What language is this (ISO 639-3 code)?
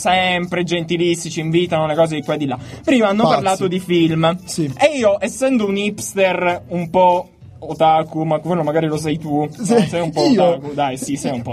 ita